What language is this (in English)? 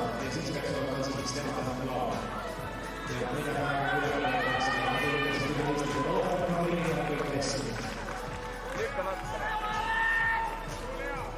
Estonian